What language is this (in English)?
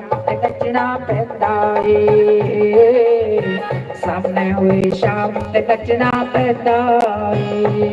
Dogri